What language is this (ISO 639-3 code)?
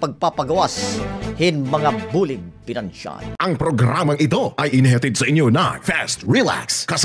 war